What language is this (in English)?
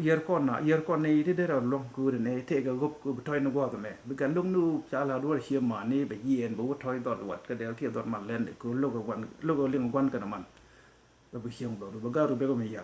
Nuer